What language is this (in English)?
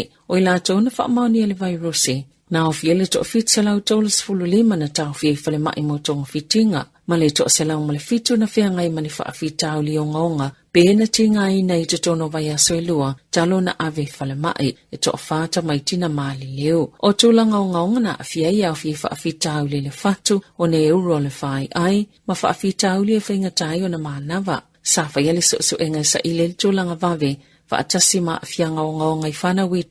Samoan